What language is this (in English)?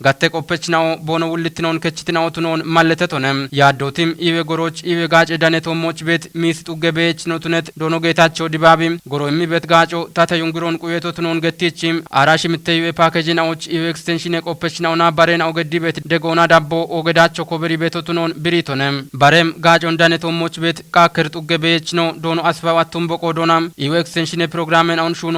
Kafa